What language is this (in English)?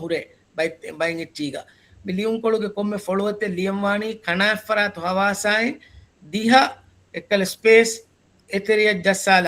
Divehi